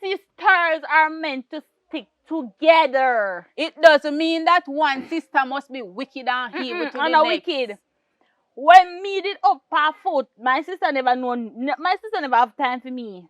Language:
Jamaican Creole English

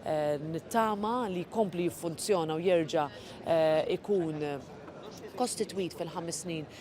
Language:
Maltese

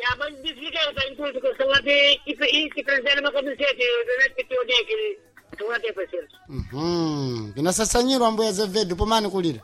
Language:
Sena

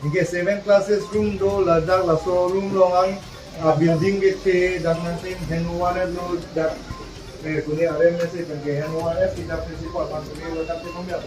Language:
Karbi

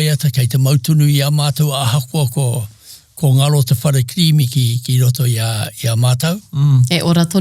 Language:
Māori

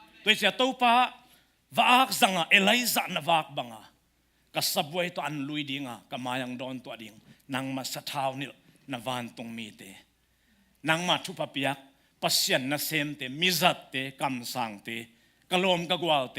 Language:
Tedim Chin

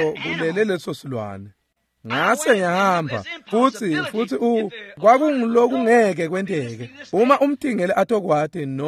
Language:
Swati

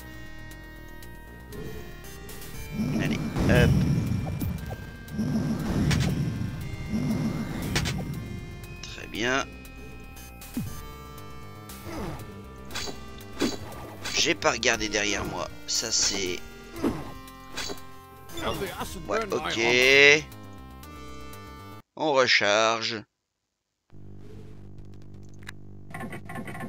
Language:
French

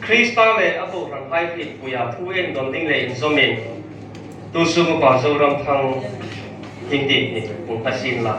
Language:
Hmar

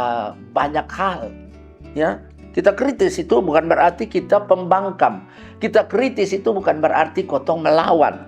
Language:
Kupang Malay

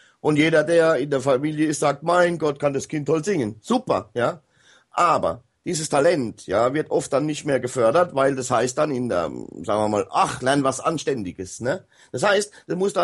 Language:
German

